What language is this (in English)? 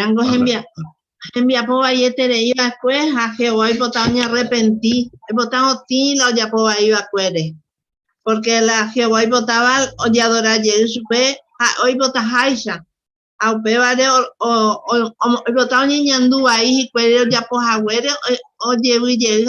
Guarani